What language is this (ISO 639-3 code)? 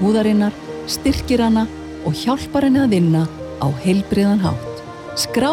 isl